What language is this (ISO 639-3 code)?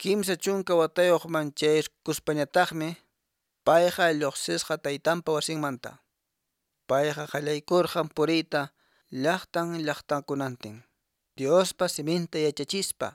que